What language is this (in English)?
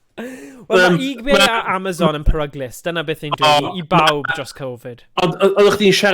Welsh